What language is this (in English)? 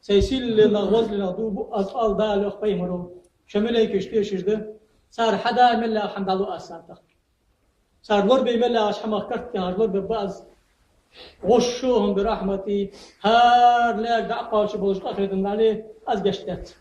Ingush